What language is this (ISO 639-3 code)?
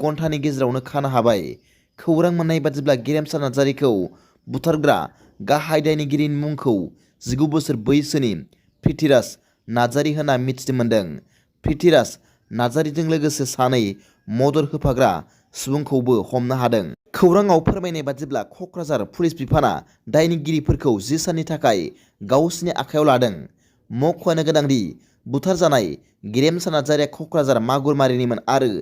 brx